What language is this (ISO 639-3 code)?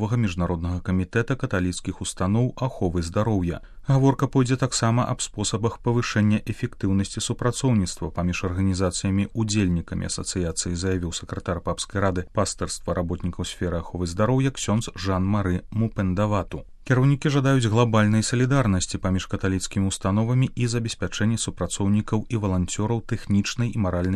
bel